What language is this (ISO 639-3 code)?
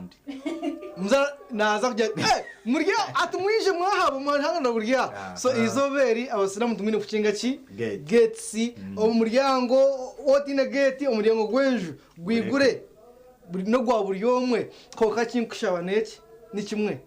nyn